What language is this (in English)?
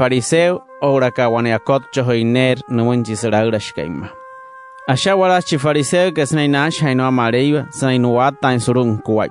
Wayuu